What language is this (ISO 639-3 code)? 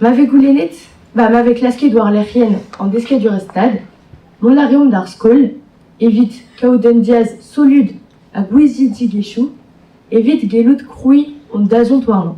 bre